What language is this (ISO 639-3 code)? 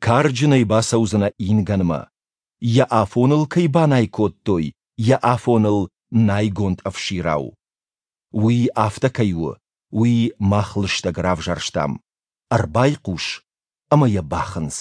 oss